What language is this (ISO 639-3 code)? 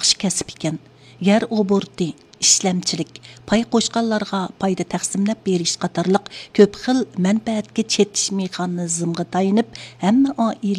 uig